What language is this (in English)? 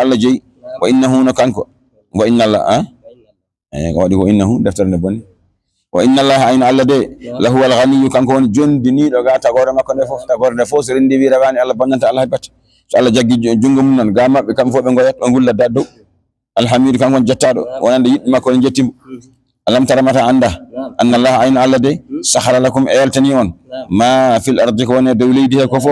Fula